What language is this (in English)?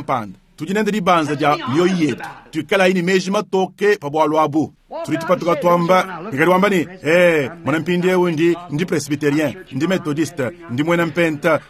Luba-Lulua